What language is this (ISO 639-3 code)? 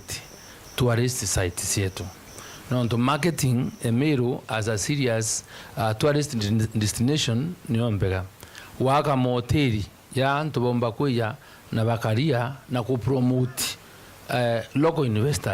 mer